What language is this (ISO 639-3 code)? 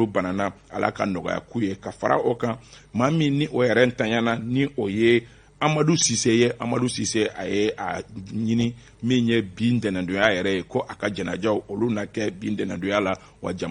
bam